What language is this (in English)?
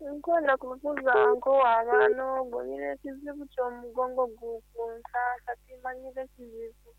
Nyoro